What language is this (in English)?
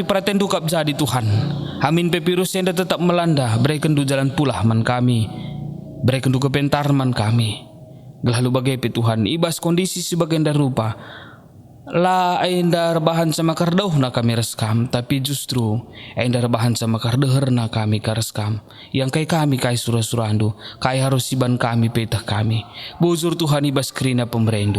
Batak Karo